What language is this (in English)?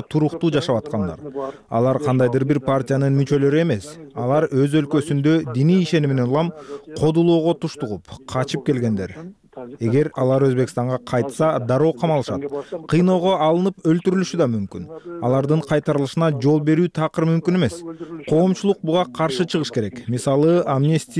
Kyrgyz